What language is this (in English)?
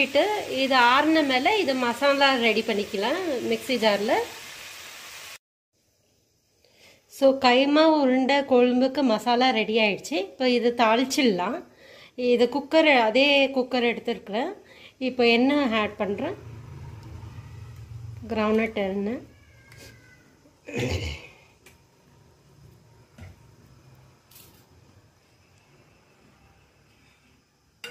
Tamil